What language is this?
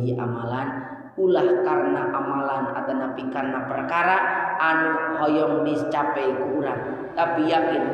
Sundanese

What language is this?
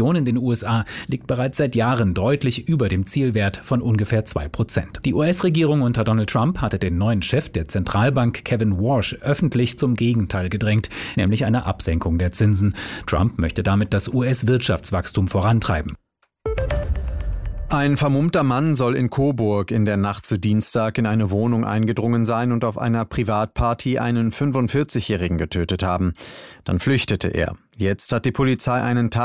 German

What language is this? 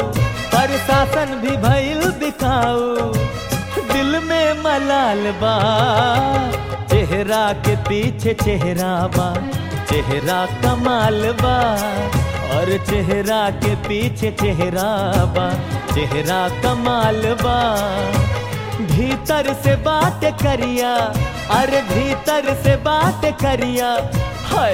Bhojpuri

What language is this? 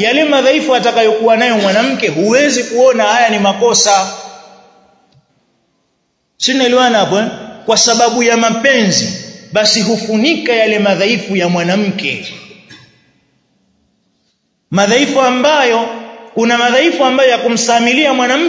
Swahili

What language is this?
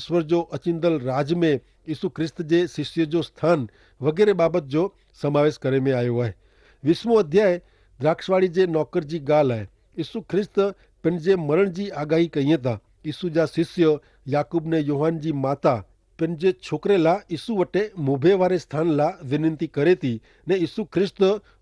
Kachhi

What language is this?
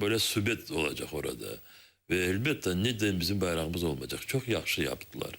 Crimean Tatar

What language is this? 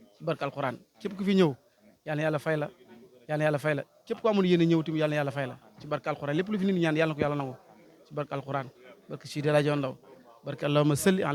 Wolof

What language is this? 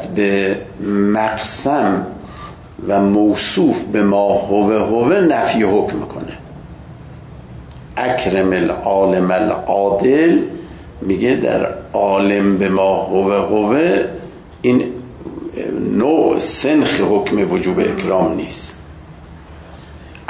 Persian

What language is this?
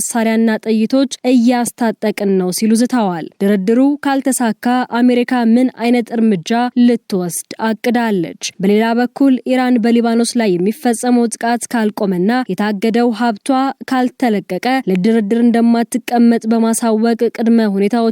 Amharic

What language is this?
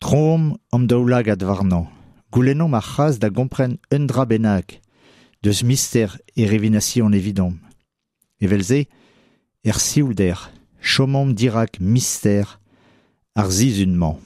Breton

